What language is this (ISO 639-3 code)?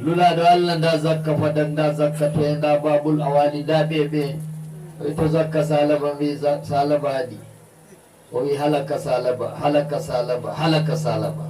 ful